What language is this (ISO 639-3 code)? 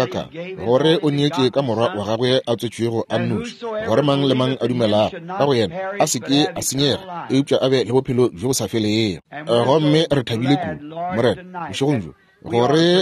nso